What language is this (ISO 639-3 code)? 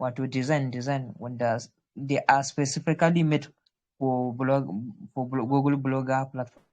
hau